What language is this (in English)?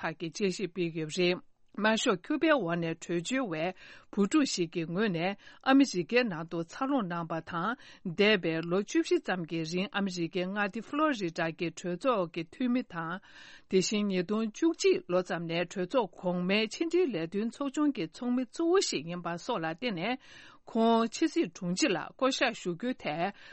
Tibetan